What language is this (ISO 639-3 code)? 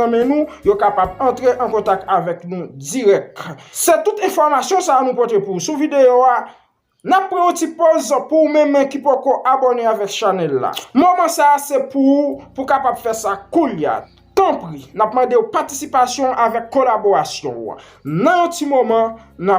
hat